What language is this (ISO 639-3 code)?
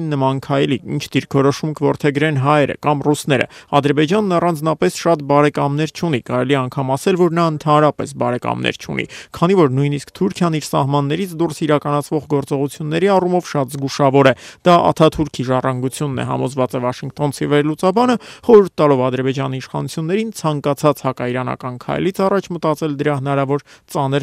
hye